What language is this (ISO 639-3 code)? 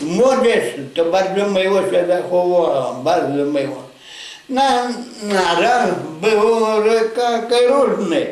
rue